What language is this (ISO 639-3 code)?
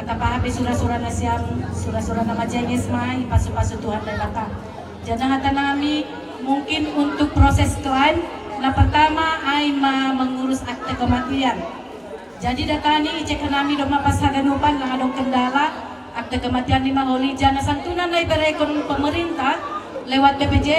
bts